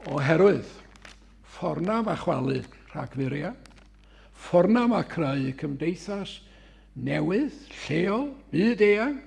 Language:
Welsh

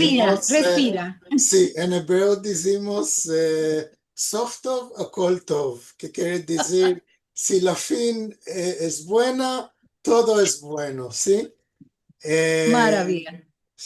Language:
Ladino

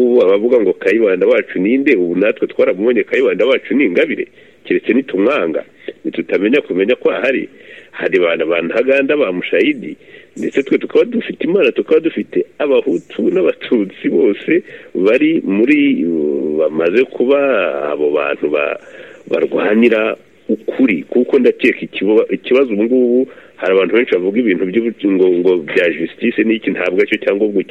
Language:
Kinyarwanda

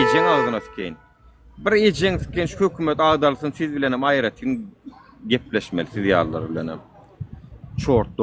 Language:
Turkmen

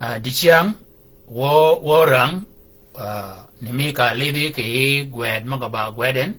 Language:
Shilluk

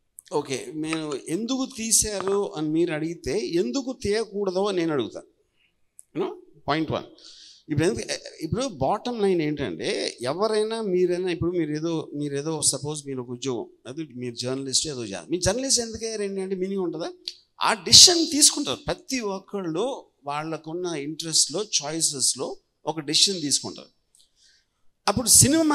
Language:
Telugu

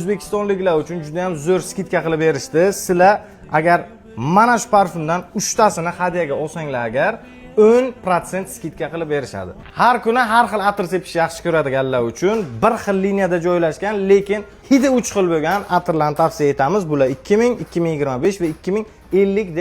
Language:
Uzbek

